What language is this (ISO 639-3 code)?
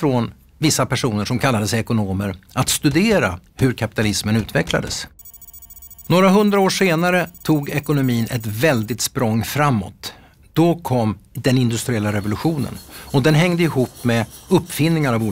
swe